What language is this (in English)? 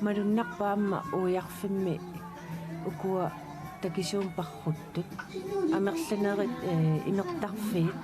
Kalaallisut